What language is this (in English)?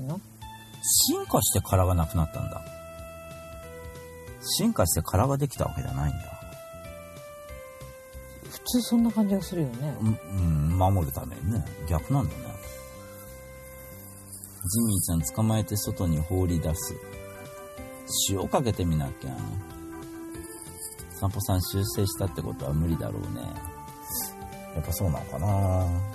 Japanese